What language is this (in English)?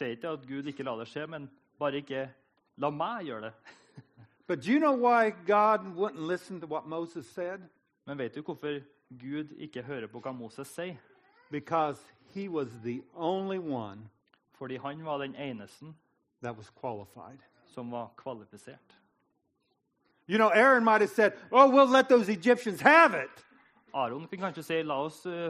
Norwegian